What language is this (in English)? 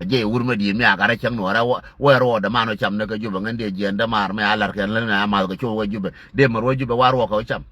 Nuer